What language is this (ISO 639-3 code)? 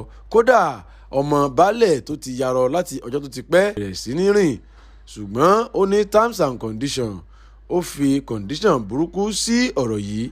yor